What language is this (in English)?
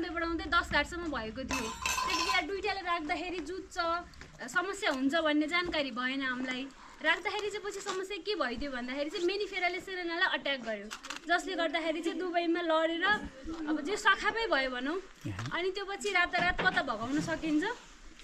Nepali